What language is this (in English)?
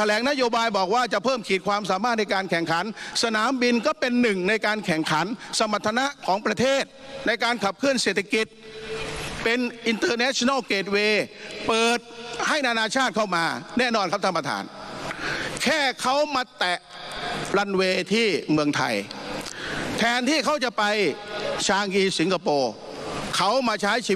Thai